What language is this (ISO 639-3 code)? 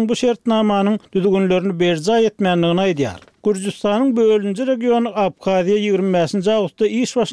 tuk